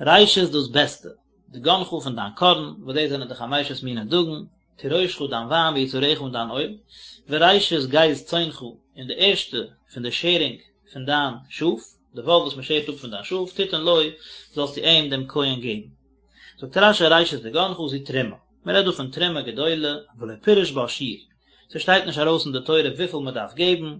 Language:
Yiddish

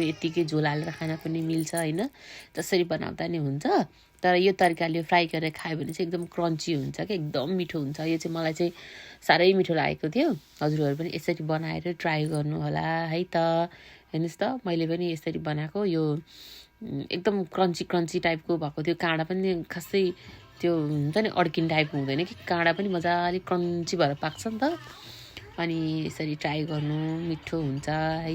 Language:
Nepali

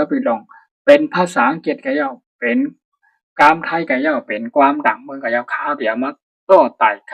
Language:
Shan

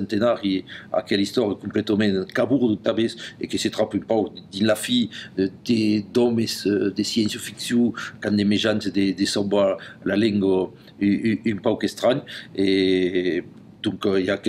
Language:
Occitan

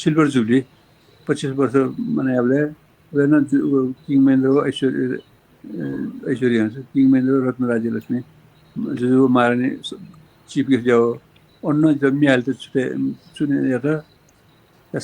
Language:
Newari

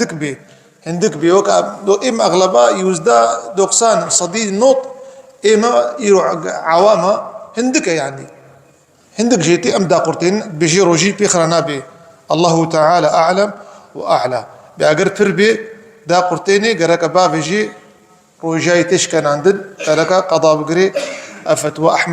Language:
Kurdish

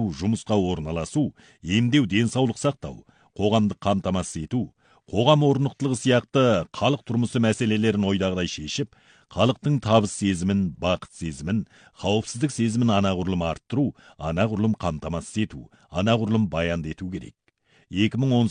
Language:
Kazakh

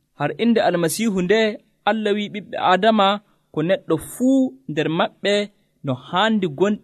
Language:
Nigerian Fulfulde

